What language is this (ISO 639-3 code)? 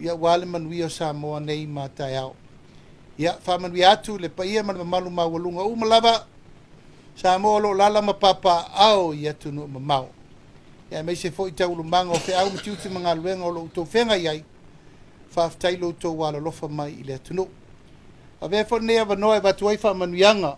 smo